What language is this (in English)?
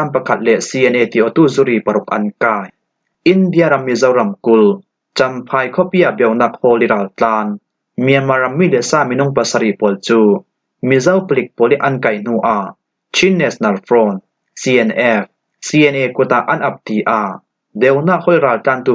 Falam Chin